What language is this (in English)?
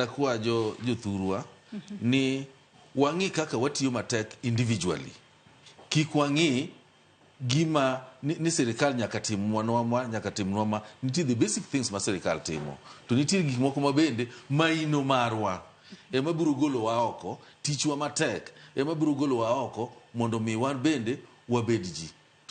Luo (Kenya and Tanzania)